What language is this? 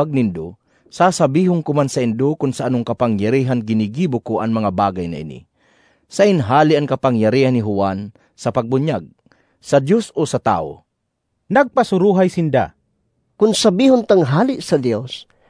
Bikol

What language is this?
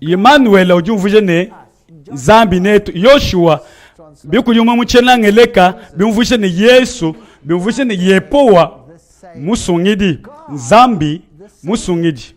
Luba-Lulua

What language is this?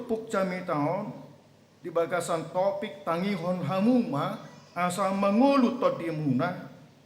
Batak Toba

